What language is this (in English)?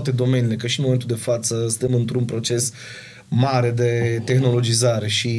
Romanian